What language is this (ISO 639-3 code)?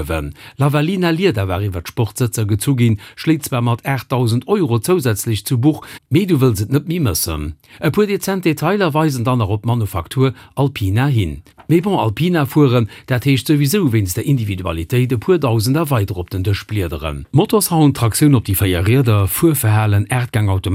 ltz